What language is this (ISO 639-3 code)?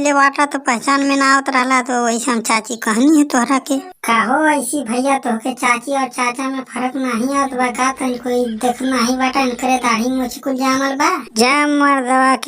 bho